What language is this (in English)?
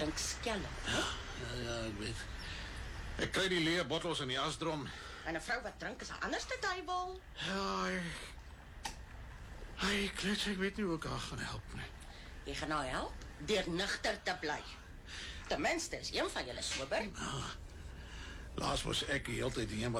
Afrikaans